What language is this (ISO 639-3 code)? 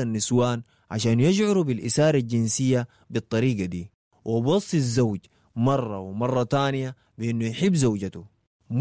apd